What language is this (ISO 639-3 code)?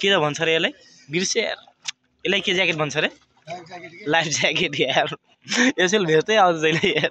nep